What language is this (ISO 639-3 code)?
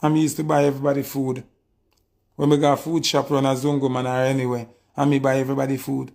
jam